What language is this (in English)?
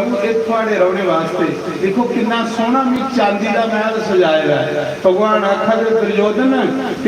Dogri